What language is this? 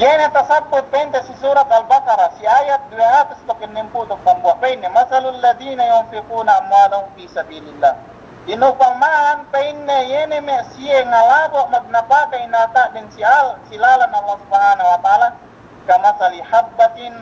Yakan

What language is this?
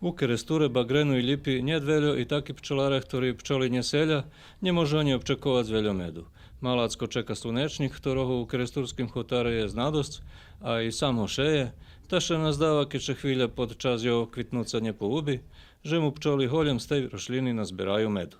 Rusyn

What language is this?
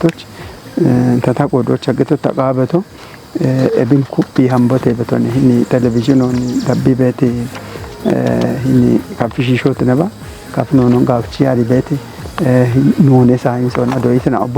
Kafa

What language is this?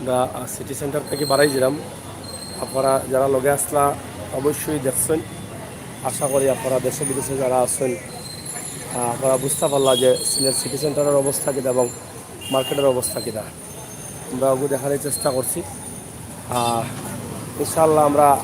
Sylheti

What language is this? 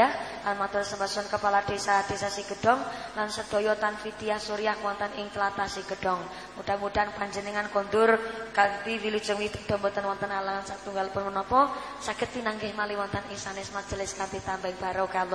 Javanese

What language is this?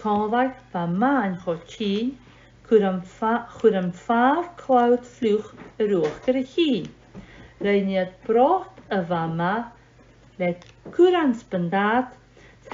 Scottish Gaelic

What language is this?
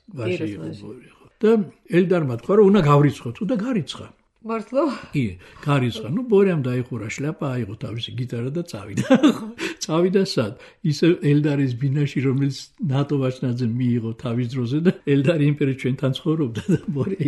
Georgian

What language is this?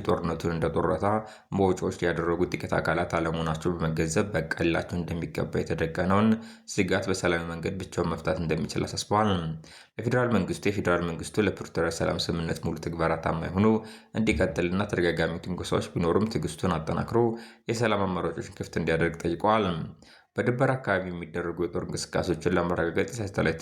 Amharic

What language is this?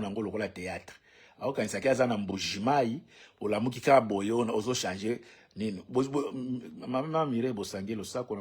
Lingala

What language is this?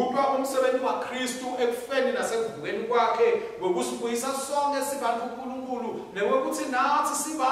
Swati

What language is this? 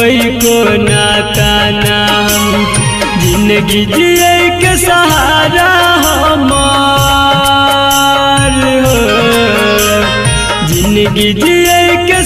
Bhojpuri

